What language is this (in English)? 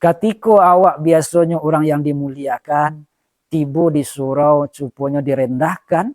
Minangkabau